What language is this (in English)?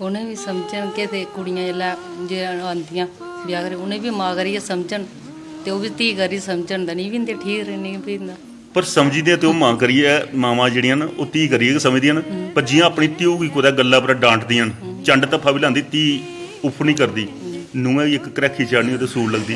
Dogri